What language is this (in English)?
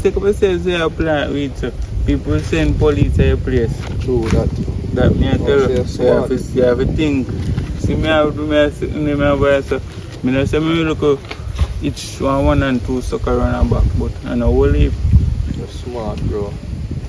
Jamaican Creole English